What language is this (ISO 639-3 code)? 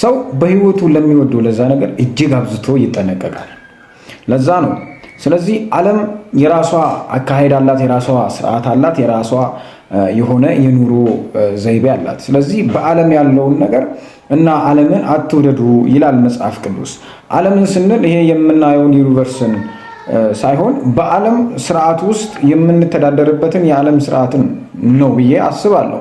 amh